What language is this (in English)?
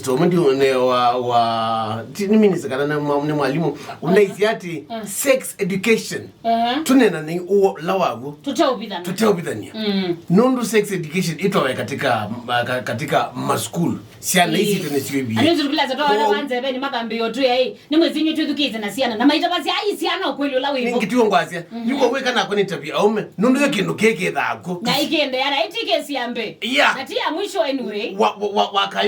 Kamba